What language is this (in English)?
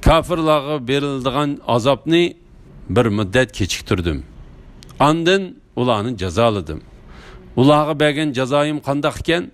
Uyghur